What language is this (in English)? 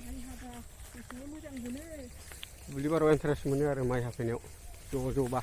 Bodo